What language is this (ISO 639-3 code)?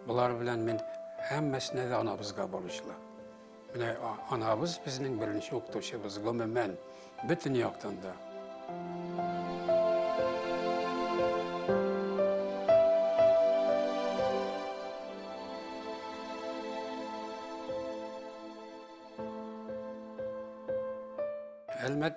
tat